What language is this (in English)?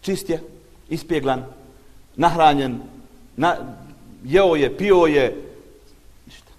Bosnian